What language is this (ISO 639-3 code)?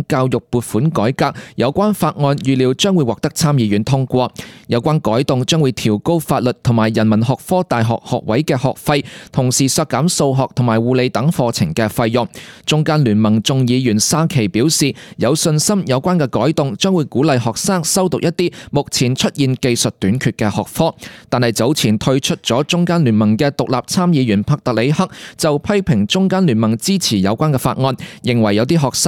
yue